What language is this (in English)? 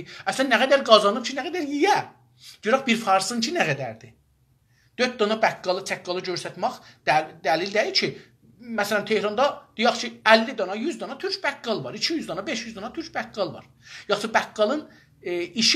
South Azerbaijani